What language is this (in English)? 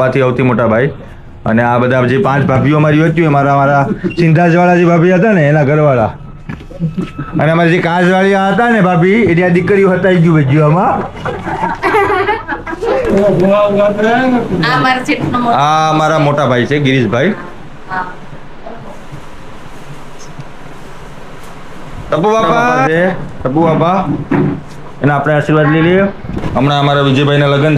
Gujarati